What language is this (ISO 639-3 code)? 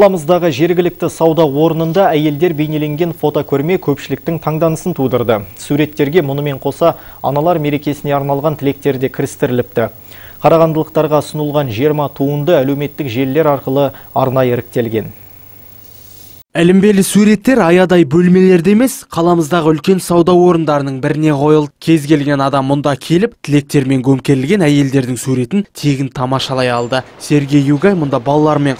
kaz